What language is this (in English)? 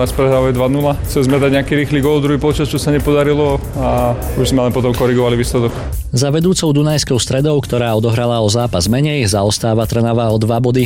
Slovak